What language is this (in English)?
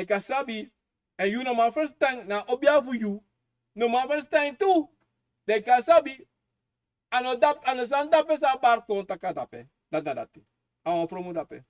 Sranan Tongo